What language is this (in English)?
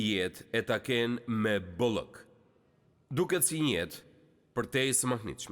Albanian